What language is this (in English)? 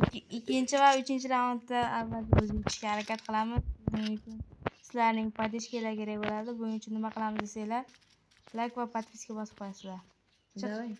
Uzbek